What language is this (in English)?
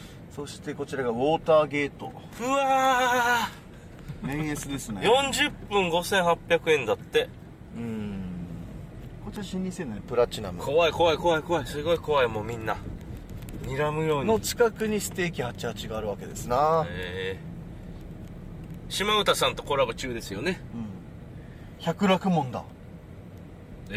Japanese